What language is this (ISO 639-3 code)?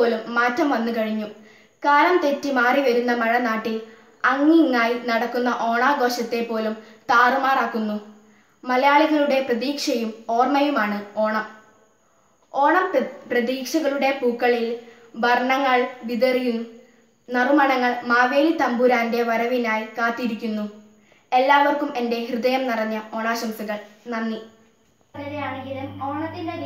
mal